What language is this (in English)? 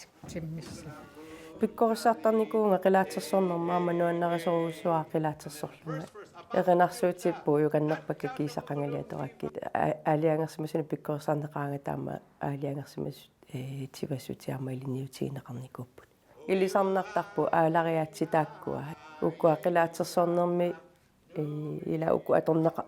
Kalaallisut